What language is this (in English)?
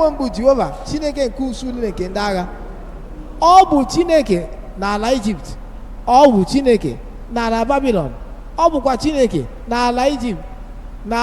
Igbo